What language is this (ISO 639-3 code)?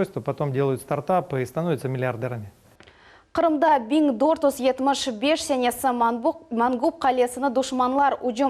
crh